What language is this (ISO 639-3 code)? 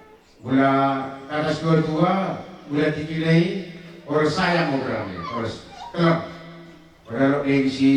btx